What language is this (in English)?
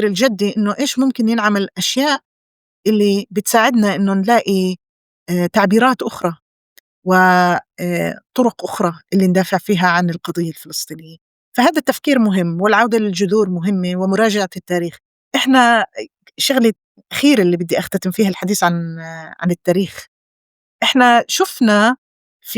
North Levantine Arabic